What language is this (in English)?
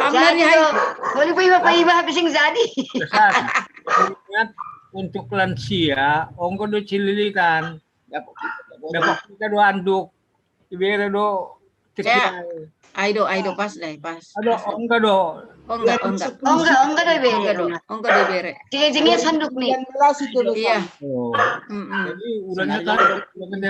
Batak Simalungun